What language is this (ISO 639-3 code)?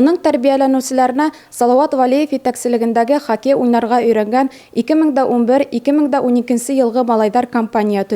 bak